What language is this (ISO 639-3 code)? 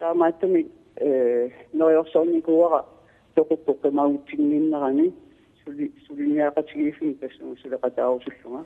kal